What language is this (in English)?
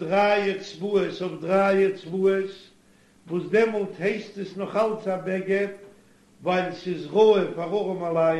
Yiddish